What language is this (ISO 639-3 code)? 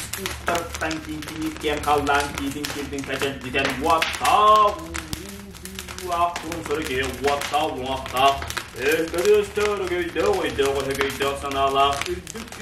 sah